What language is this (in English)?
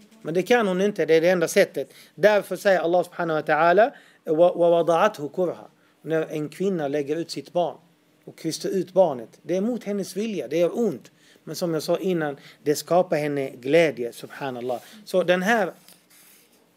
Swedish